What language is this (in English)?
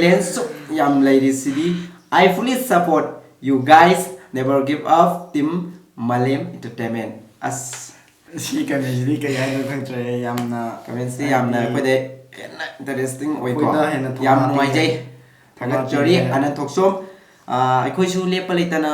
Manipuri